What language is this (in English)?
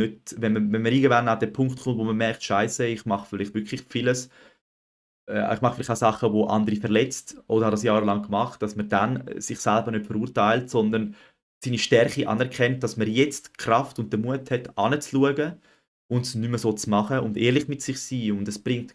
Swiss German